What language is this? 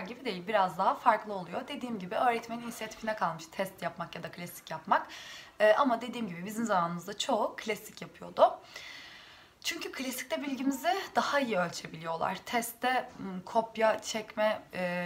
Turkish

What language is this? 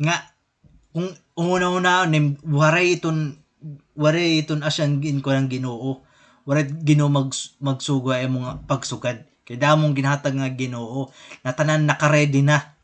Waray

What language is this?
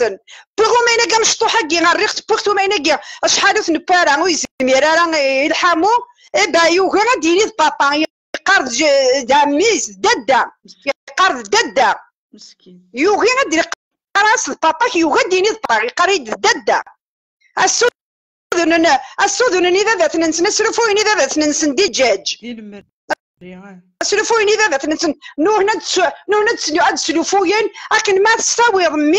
Kabyle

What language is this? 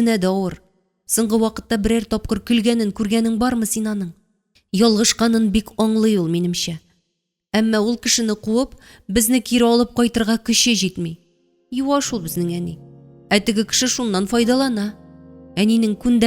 Tatar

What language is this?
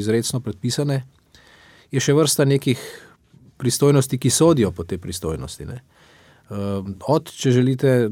Slovenian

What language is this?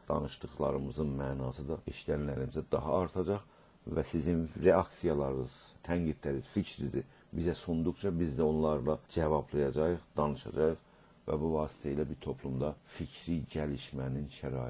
South Azerbaijani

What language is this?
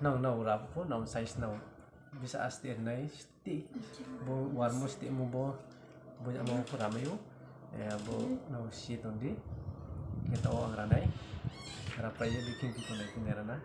Riang (India)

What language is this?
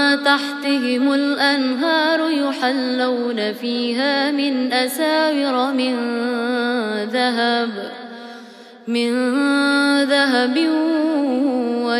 Arabic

